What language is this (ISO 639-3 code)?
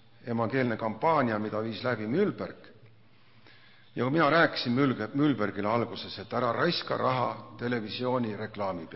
est